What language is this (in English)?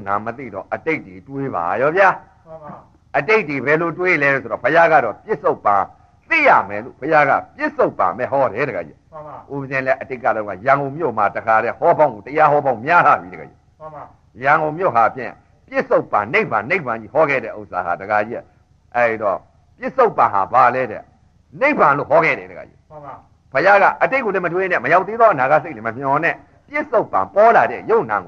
Burmese